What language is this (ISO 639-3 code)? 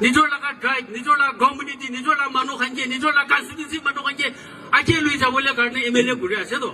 nag